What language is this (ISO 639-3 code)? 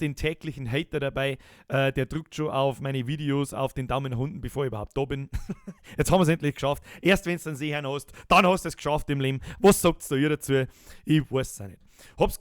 bar